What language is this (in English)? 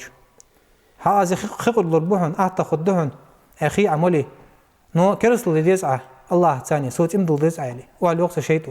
Ingush